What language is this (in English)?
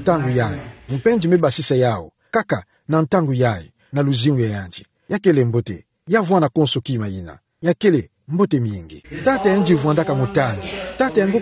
Kituba (Democratic Republic of Congo)